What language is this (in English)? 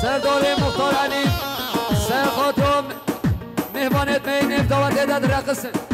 Kurdish